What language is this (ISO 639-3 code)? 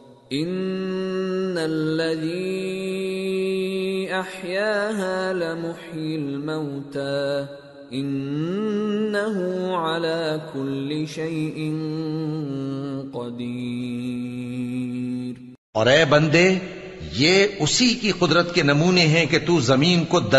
urd